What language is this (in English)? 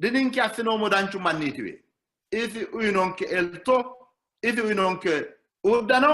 Sidamo